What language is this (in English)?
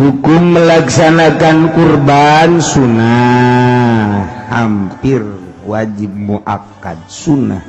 Sundanese